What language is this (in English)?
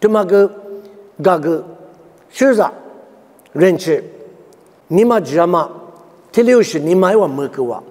Lisu